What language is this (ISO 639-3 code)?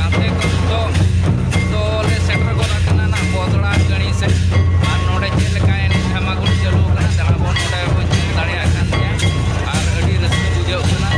sat